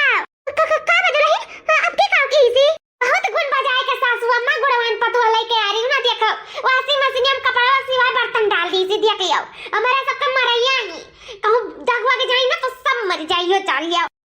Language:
Awadhi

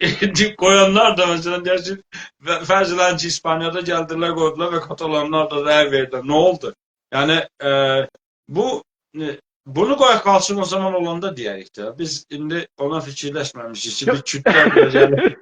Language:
South Azerbaijani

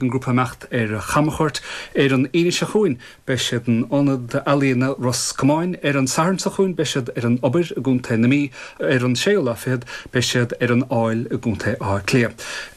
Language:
Irish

